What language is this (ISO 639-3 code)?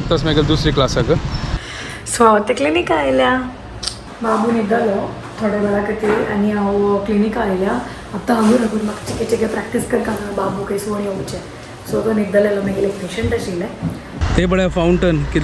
kok